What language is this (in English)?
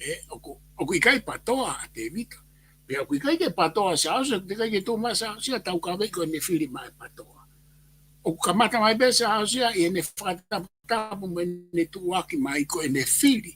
Tongan